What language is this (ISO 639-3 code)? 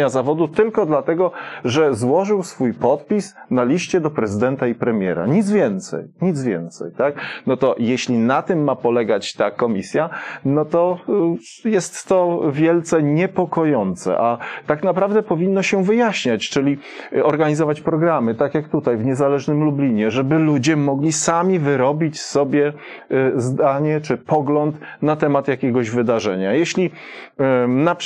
pol